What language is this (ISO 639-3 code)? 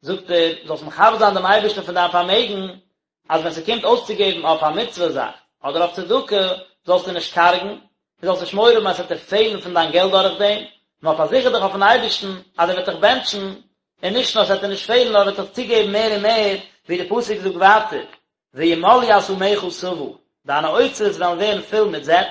yid